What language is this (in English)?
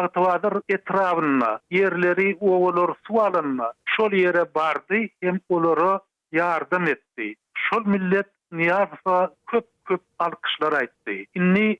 Turkmen